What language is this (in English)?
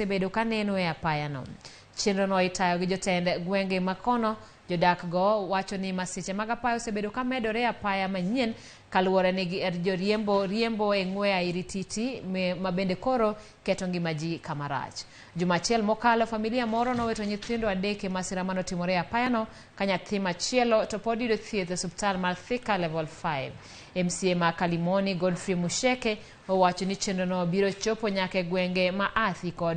Luo (Kenya and Tanzania)